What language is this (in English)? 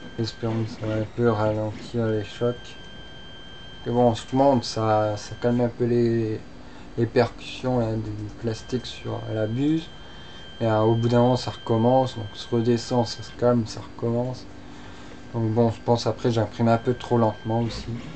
French